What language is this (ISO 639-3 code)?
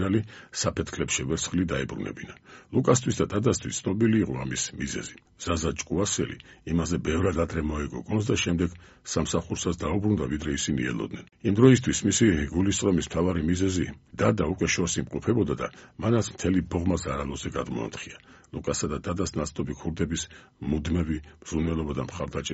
kat